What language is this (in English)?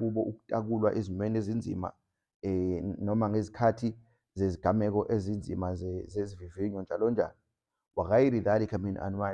Zulu